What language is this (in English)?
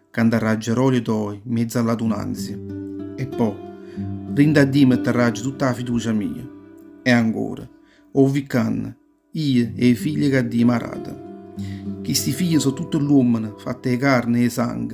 Neapolitan